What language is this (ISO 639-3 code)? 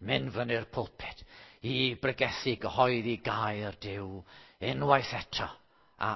cym